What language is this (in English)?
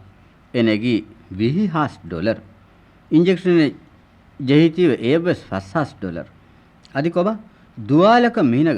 Divehi